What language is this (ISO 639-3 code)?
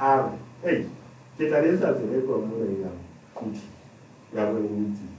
sot